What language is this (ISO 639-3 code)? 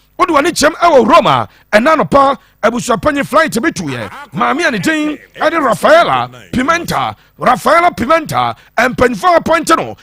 aka